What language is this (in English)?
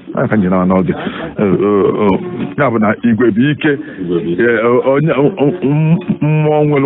Igbo